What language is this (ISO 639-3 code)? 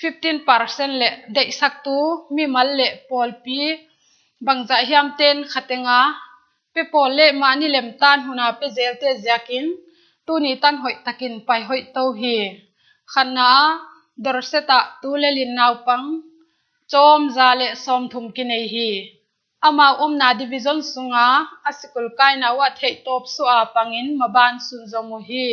pck